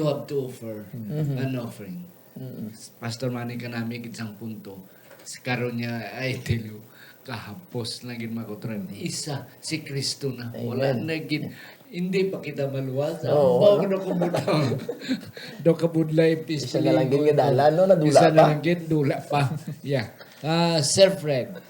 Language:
Hiligaynon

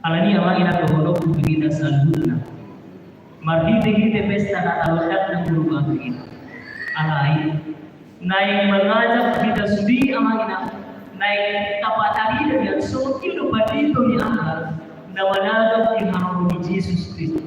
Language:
Batak Toba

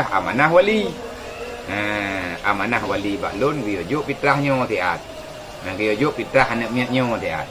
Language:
Achinese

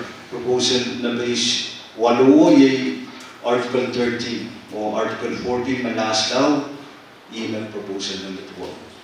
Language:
Pohnpeian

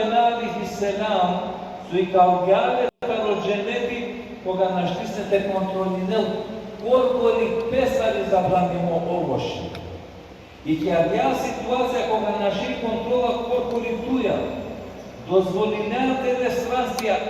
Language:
Balkan Romani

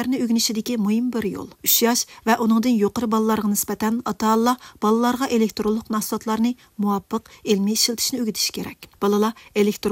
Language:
Uyghur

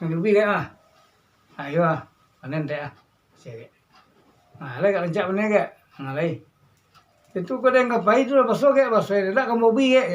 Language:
Minangkabau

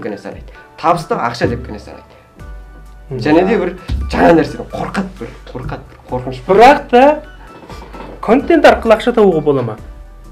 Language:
Kazakh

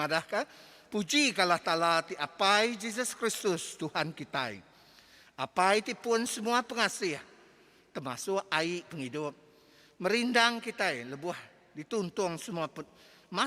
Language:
Iban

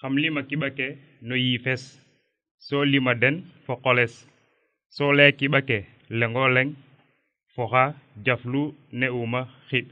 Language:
Serer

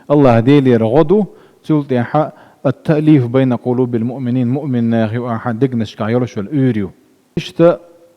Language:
Chechen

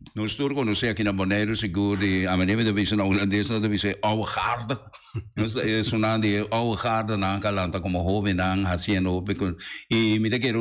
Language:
Papiamento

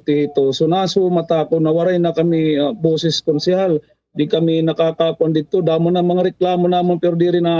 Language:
Waray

